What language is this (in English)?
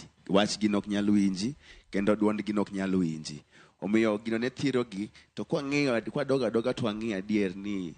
Luo (Kenya and Tanzania)